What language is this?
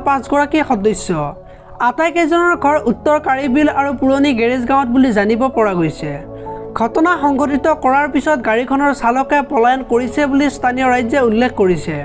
Assamese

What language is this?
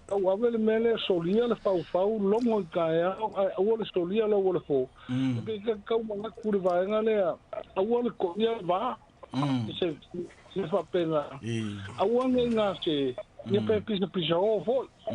Samoan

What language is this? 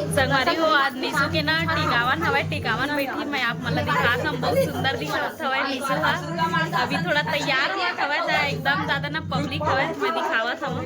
Chhattisgarhi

